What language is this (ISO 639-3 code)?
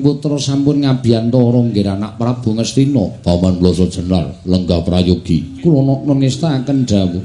jav